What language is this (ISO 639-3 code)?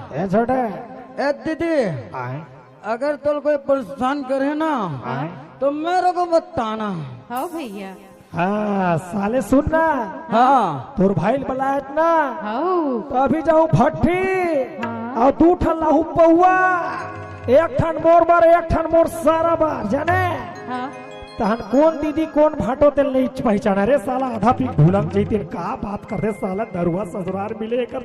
hne